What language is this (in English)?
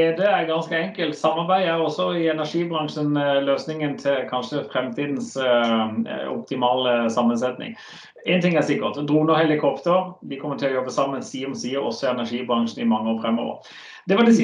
Norwegian